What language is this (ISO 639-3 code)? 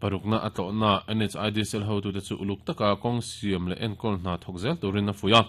lus